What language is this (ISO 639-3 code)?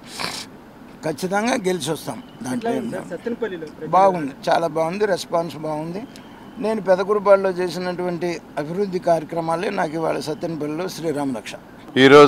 tel